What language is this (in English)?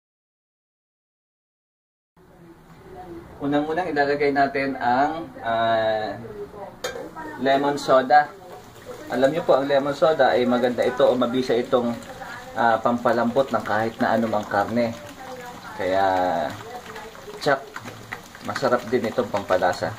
Filipino